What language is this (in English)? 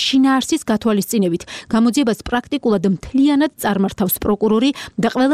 Georgian